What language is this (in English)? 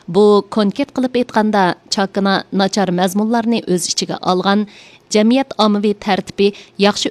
Uyghur